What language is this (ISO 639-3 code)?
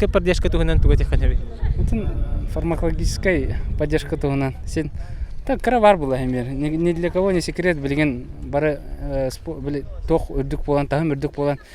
sah